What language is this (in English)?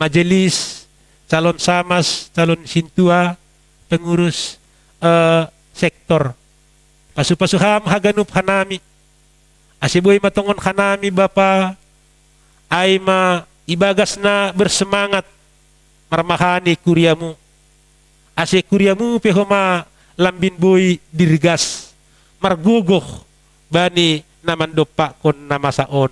Batak Simalungun